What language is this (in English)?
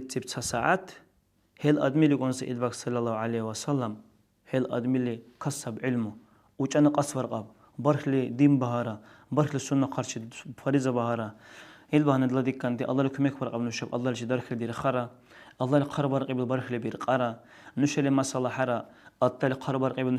Dargwa